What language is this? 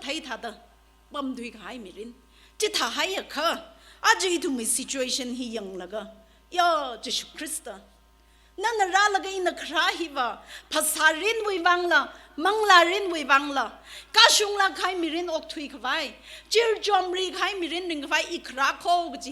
Tangkhul Naga (India)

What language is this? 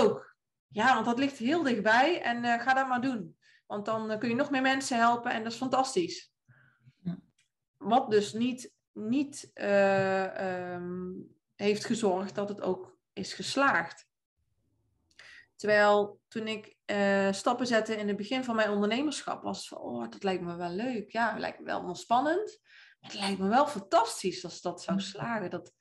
Dutch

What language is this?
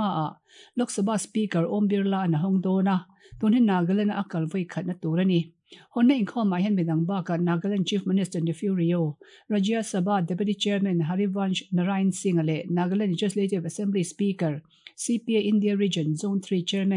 Mizo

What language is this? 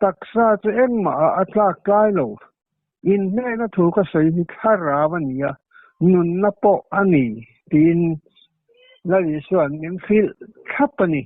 Mizo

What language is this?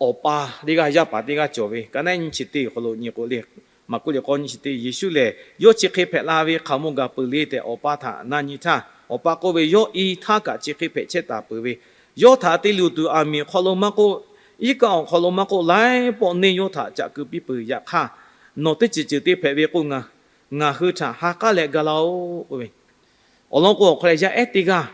Lahu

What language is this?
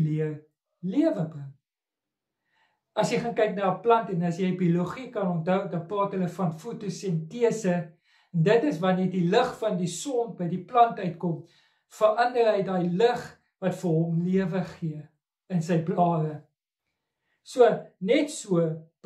Afrikaans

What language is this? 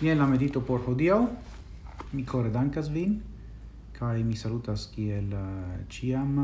Esperanto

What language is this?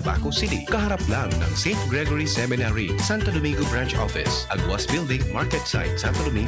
Bikol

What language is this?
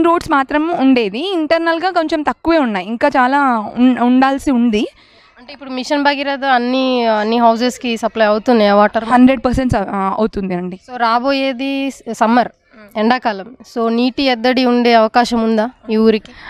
Telugu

